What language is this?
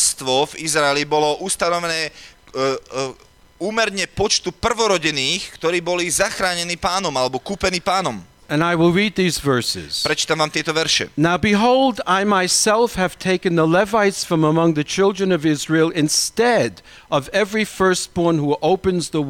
Slovak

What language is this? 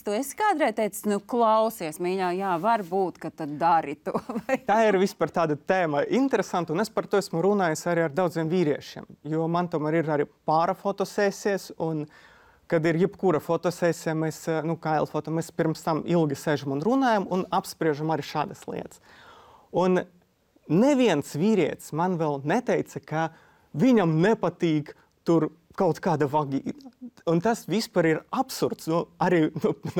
Latvian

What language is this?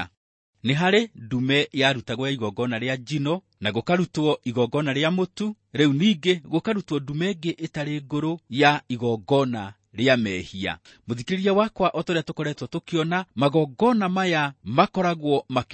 Kikuyu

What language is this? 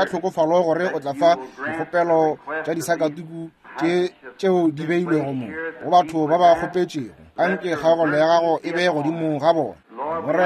Northern Sotho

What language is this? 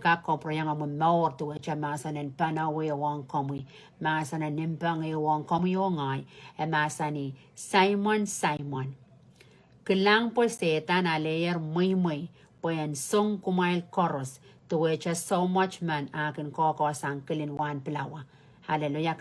Pohnpeian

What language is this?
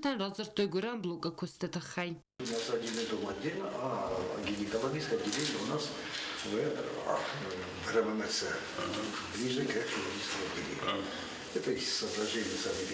Ossetic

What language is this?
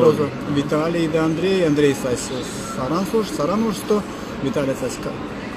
Erzya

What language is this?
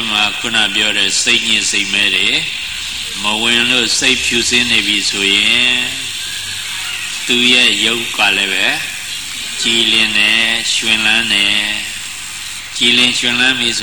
Burmese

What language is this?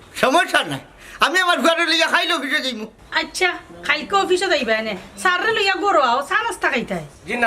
Sylheti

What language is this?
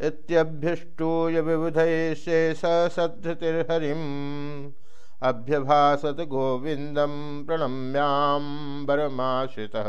Sanskrit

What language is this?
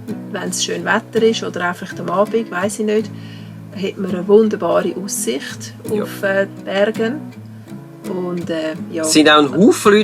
Swiss German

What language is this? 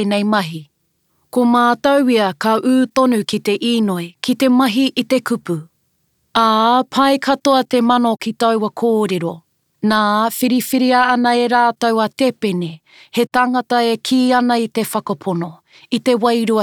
Māori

